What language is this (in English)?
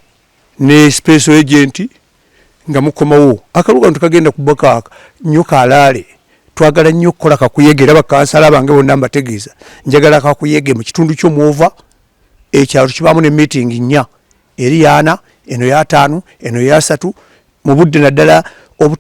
Ganda